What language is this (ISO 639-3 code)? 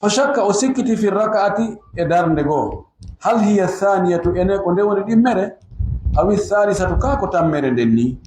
ful